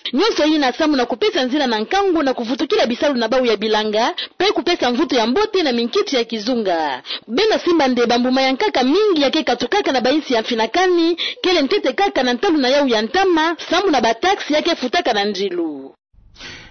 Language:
Kituba (Democratic Republic of Congo)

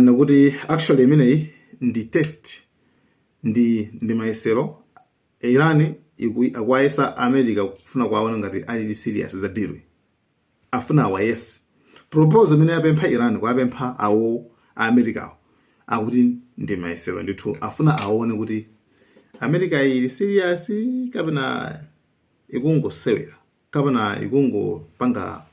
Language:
Nyanja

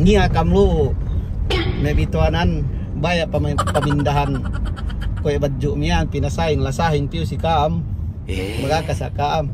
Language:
Yakan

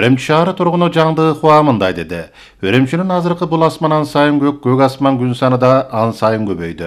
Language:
Kyrgyz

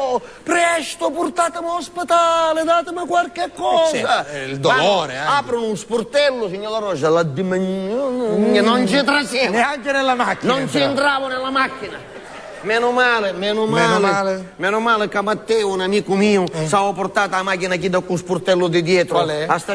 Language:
Sicilian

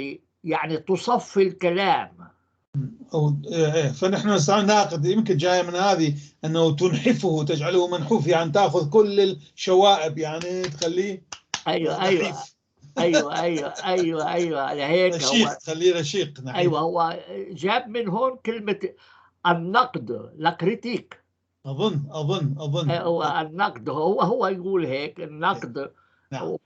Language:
North Levantine Arabic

